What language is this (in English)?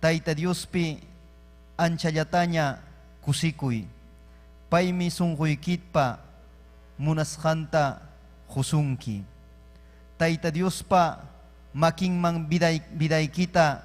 Ayacucho Quechua